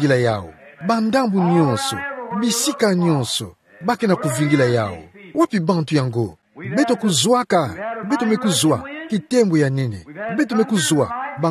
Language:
Kituba (Democratic Republic of Congo)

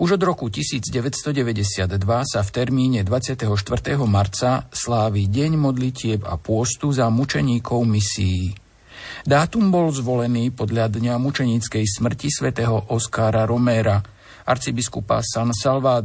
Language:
Slovak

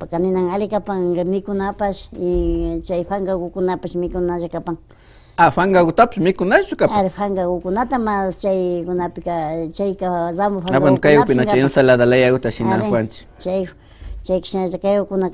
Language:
Imbabura Highland Quichua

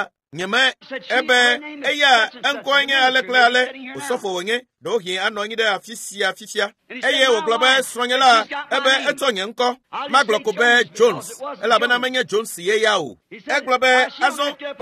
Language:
Ewe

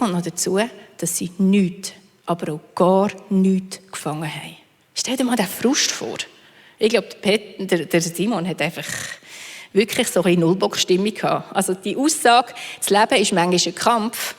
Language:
Swiss German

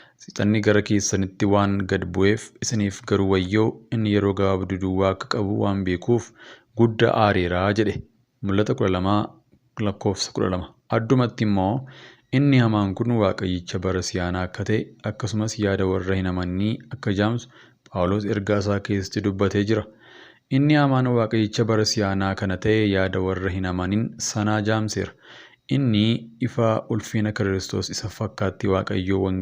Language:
Oromo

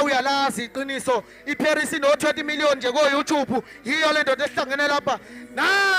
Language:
Zulu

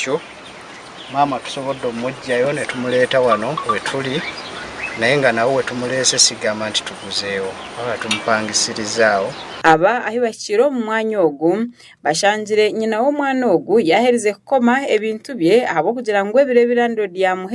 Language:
Nyankole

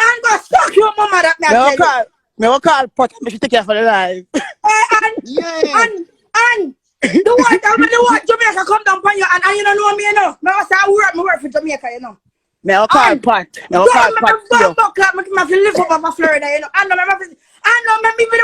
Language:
Jamaican Creole English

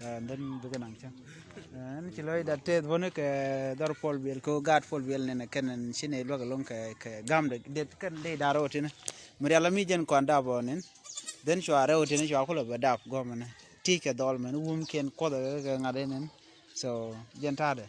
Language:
Nuer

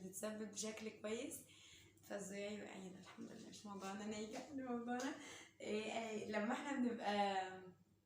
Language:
Egyptian Arabic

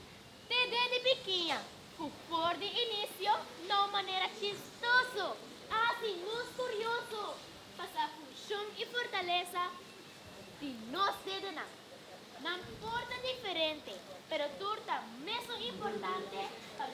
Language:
Papiamento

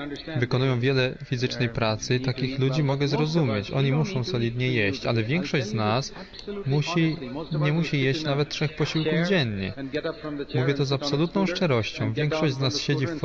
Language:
Polish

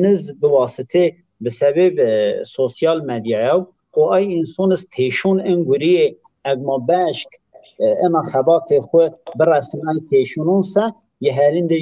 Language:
Zaza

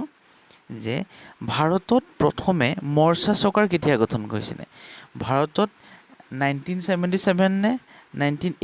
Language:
Assamese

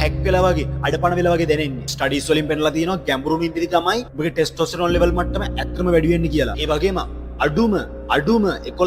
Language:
Sinhala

